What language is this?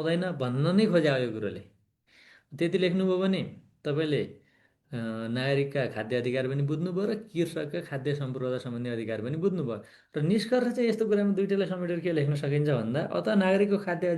Nepali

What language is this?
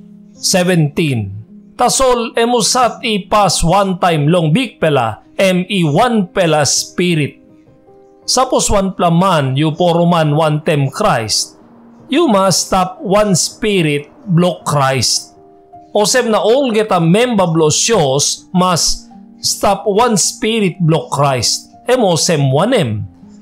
Tok Pisin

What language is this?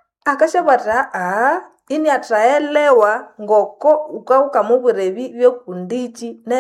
Nande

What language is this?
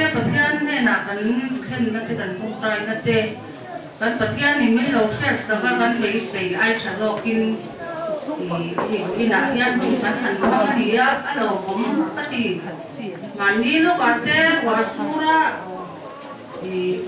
Mizo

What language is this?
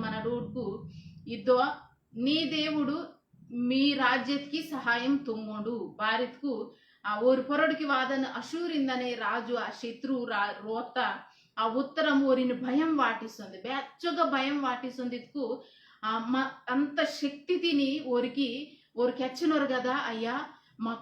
Koya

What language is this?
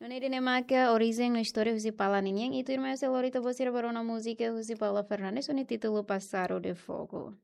Tetum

